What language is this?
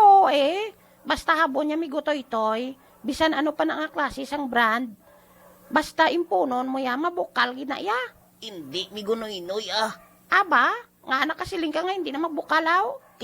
Hiligaynon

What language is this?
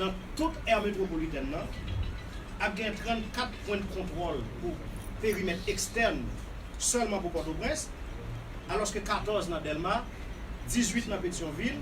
Haitian Creole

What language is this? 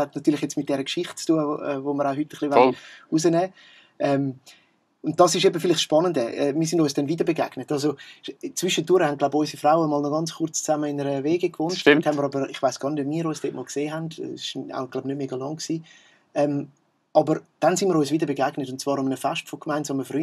Swiss German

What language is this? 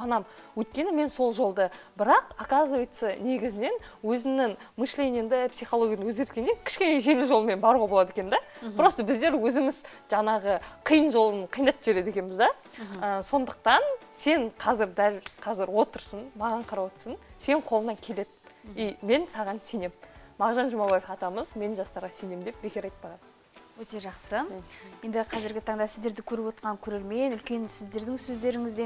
Kazakh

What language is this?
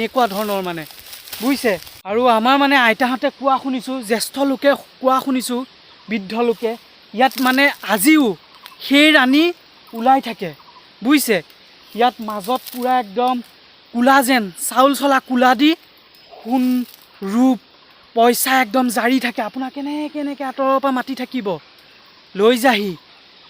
Assamese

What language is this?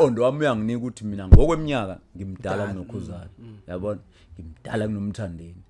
Zulu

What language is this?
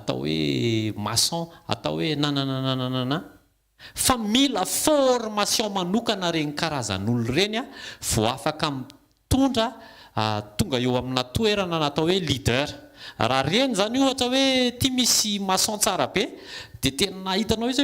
Malagasy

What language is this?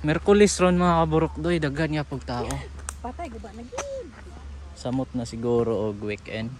Cebuano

